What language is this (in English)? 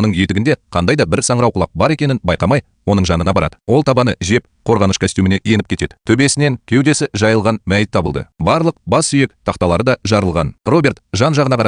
Kazakh